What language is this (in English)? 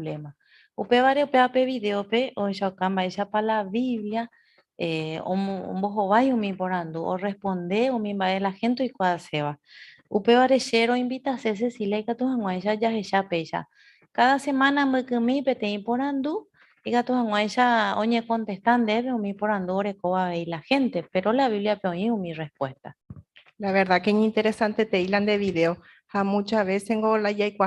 Guarani